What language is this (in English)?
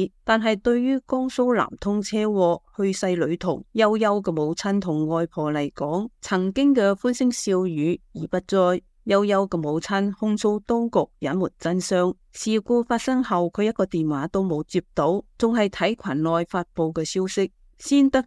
Cantonese